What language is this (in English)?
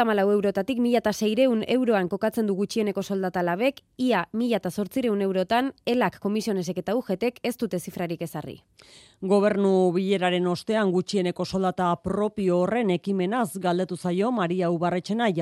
Basque